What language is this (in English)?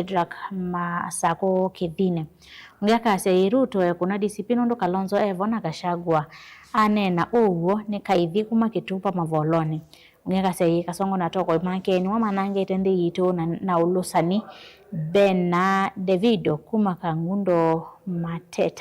Kamba